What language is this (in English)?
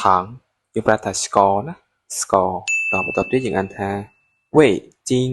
Khmer